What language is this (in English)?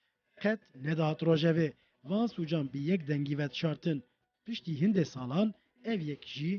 Kurdish